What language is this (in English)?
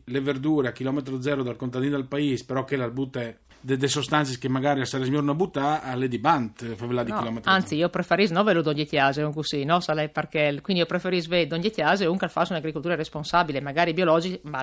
Friulian